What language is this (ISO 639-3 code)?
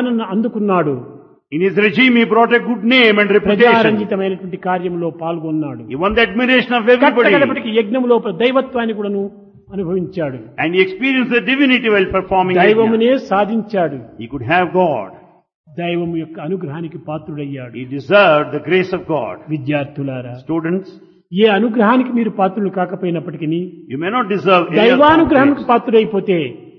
tel